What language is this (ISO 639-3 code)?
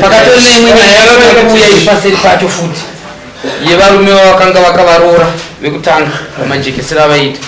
sna